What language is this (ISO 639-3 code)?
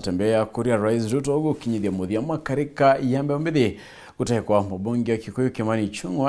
mer